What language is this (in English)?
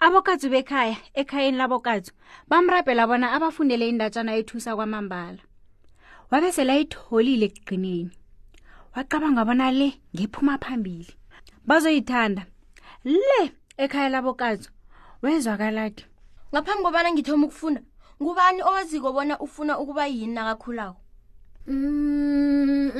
South Ndebele